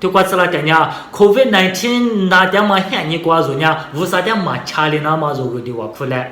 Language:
Lisu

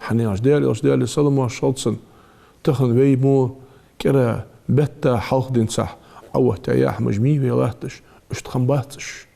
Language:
Ingush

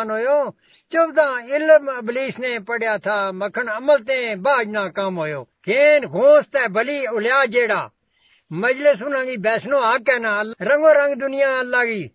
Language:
Gujari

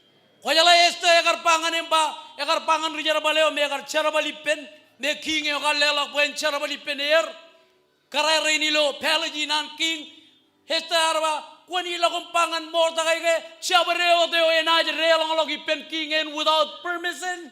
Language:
Marshallese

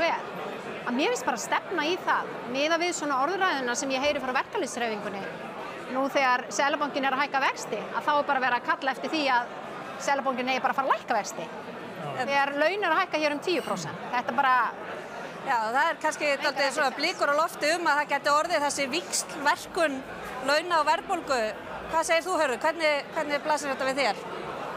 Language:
Icelandic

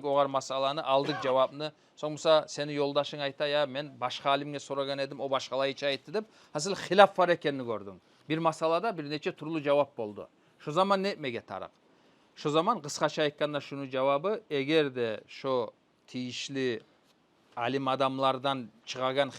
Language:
Kumyk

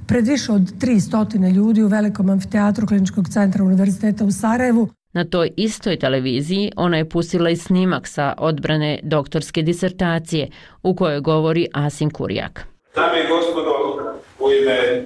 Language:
Bosnian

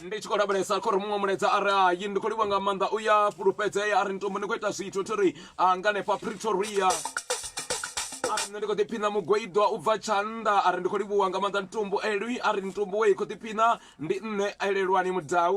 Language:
Venda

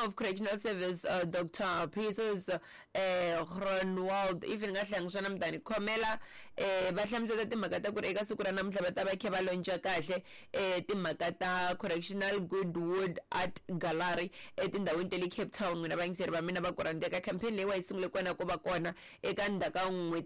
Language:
Tsonga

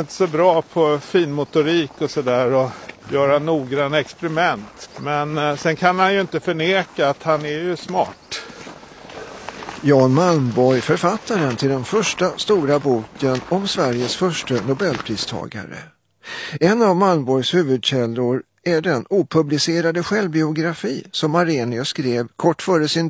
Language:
Swedish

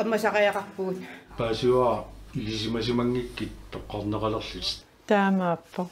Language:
Kalaallisut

